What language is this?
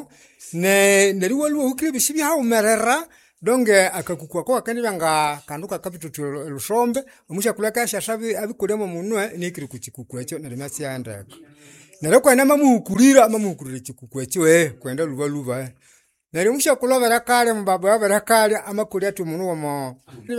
Nande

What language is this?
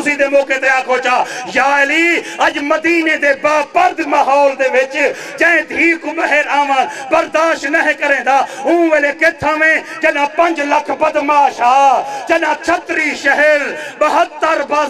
Saraiki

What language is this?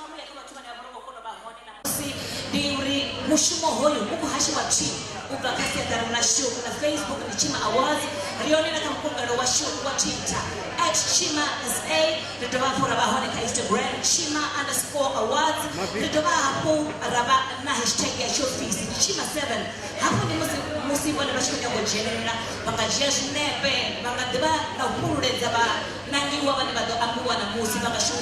Venda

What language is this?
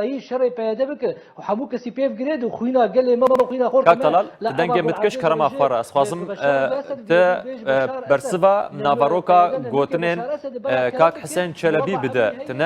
Kurdish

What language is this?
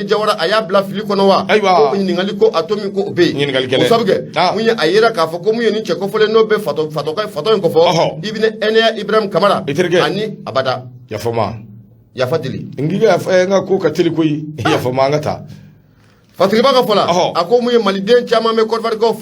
Bambara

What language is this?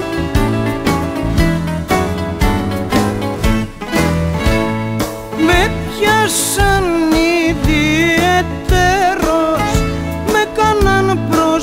Greek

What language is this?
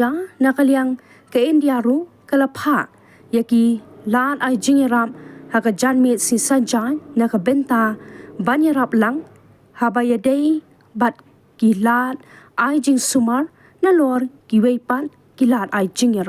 Khasi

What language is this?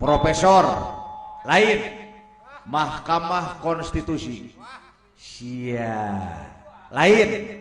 Sundanese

